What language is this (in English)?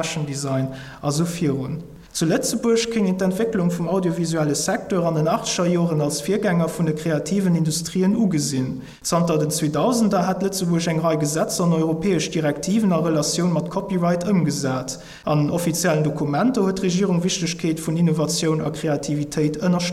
Luxembourgish